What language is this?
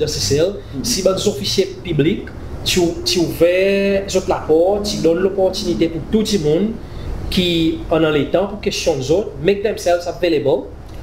Seselwa Creole French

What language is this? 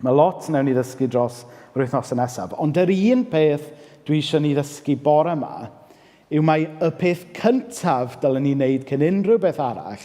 Welsh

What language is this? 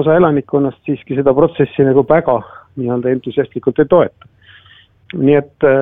Estonian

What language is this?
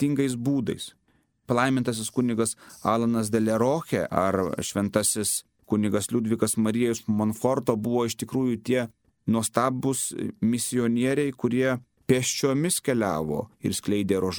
Lithuanian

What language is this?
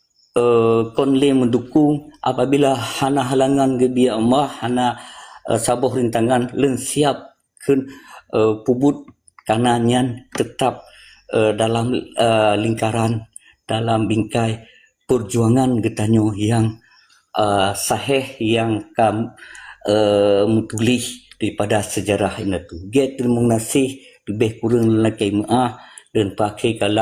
Achinese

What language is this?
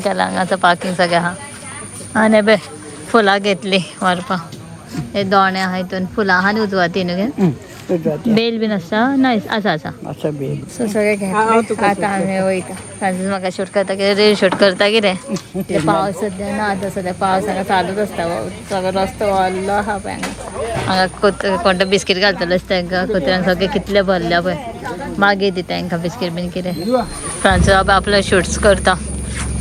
Konkani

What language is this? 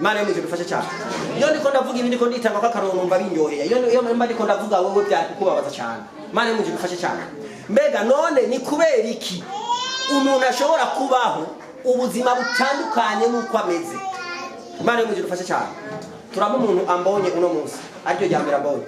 Rundi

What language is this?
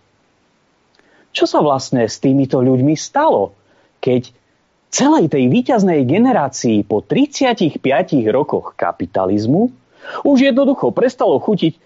Slovak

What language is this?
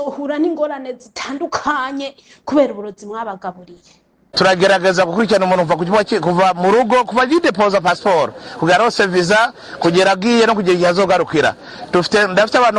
Rundi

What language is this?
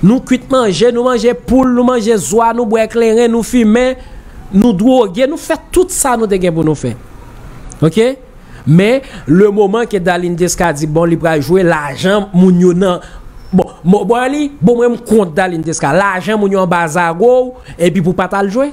Haitian Creole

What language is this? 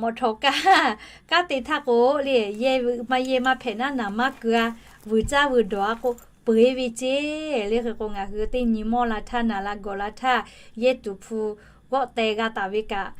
Lahu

